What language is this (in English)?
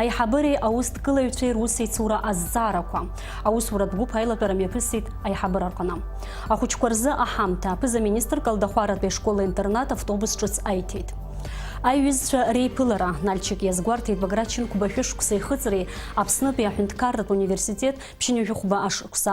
Abkhazian